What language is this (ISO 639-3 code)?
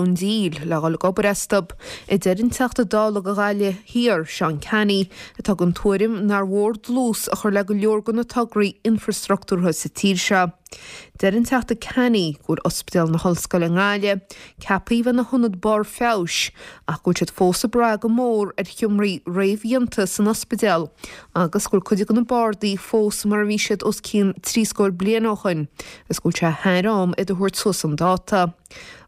gle